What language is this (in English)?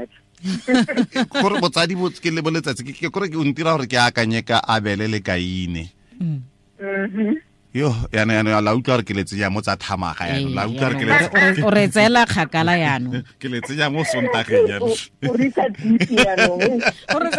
Tswana